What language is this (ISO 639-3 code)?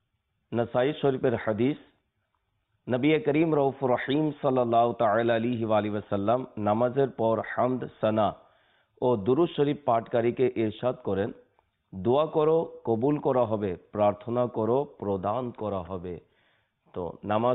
ben